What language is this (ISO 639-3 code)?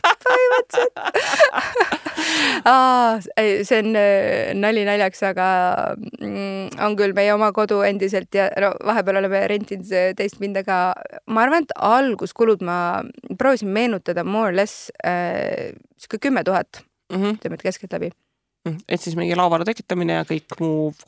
est